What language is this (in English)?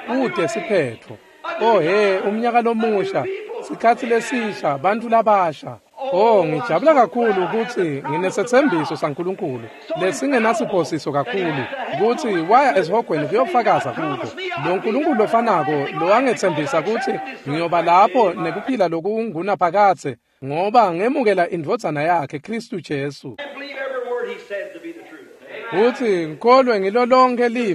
Swati